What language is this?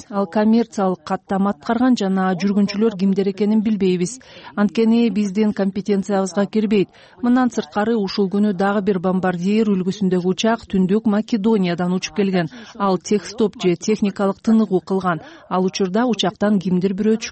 Kyrgyz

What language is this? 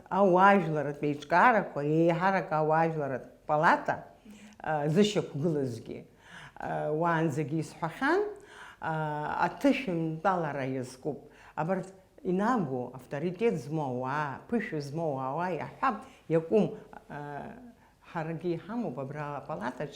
Abkhazian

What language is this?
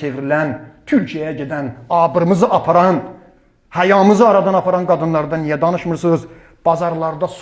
Azerbaijani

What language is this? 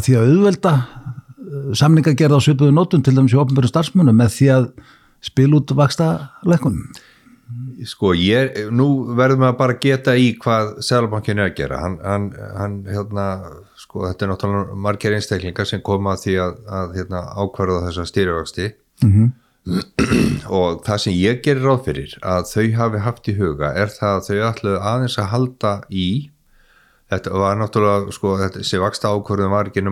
Icelandic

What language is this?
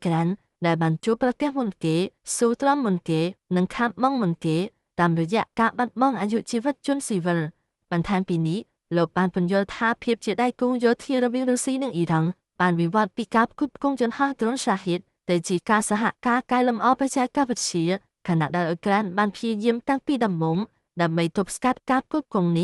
Khmer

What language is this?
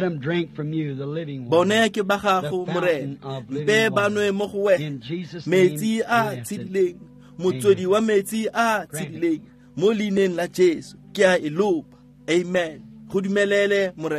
Tswana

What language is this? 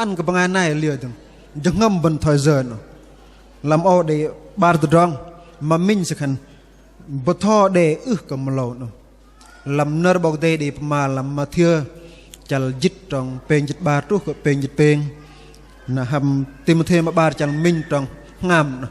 Bahnar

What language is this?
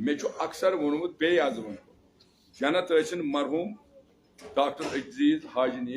Kashmiri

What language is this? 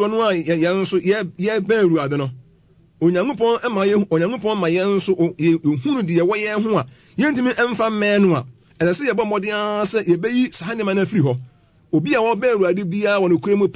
Akan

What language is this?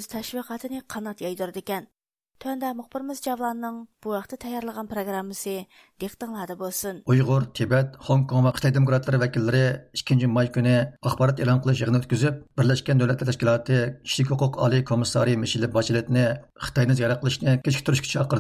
Uyghur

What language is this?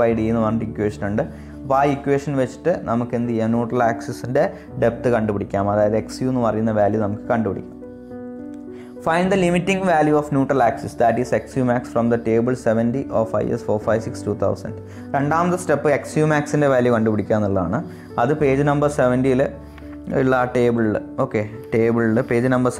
Malayalam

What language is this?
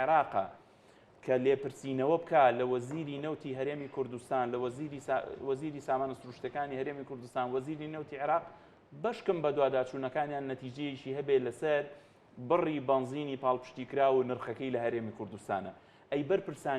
Central Kurdish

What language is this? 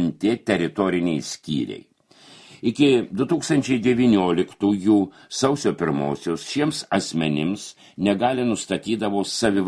Lithuanian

